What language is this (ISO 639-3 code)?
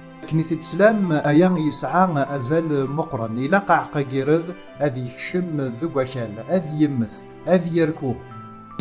kab